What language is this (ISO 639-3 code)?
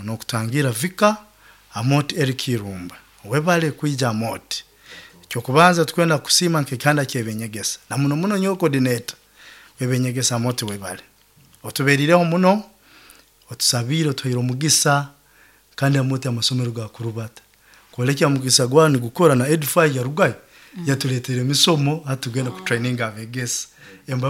nyn